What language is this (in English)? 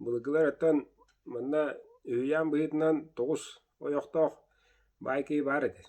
Yakut